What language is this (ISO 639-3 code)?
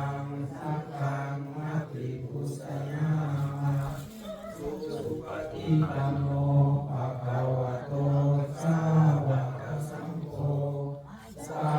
pli